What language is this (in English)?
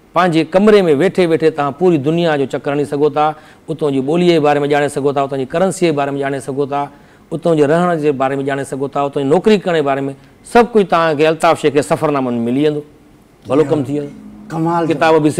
Sindhi